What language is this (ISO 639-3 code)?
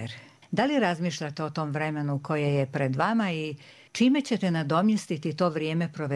hrv